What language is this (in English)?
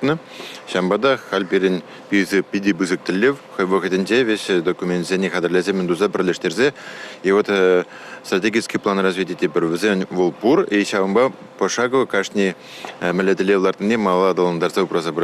Chuvash